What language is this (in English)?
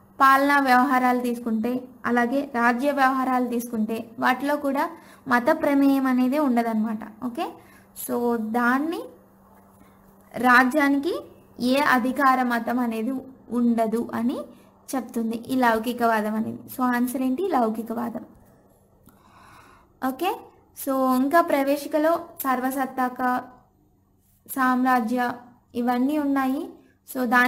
Telugu